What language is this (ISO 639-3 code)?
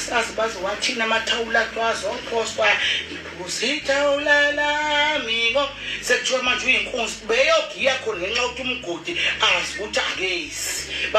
zul